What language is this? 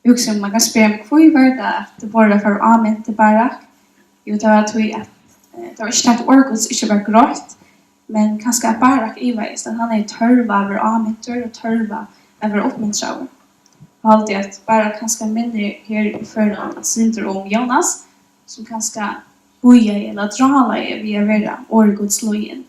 Faroese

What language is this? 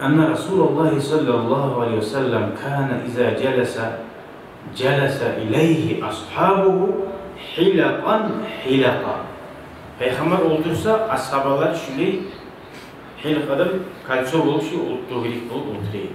Kumyk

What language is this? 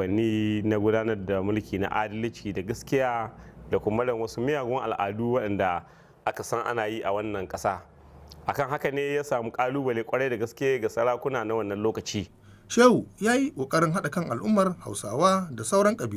Hausa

